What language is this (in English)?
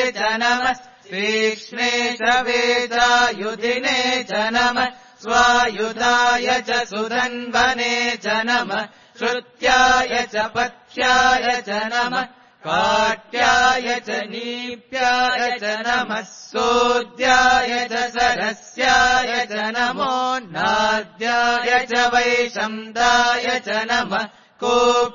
Sanskrit